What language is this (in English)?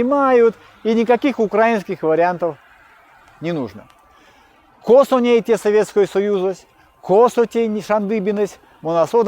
Erzya